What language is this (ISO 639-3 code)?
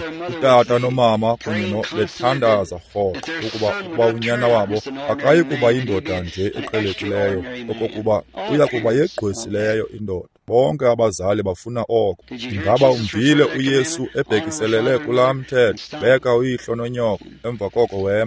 xho